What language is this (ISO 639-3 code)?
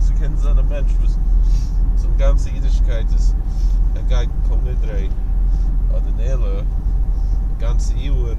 yid